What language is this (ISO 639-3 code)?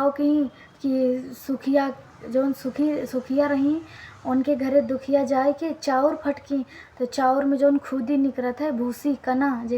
awa